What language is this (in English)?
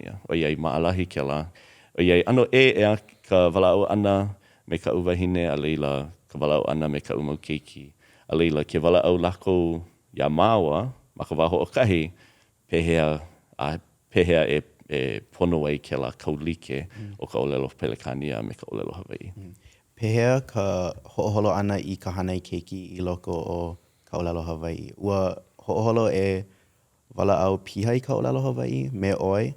Hawaiian